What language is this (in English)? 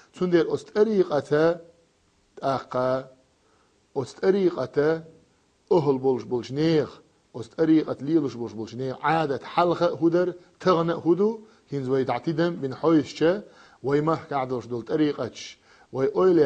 Chechen